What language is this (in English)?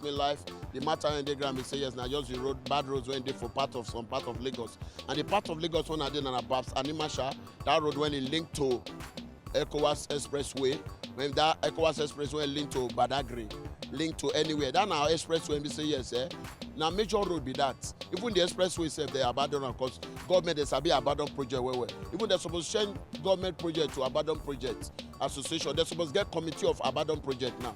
Nigerian Pidgin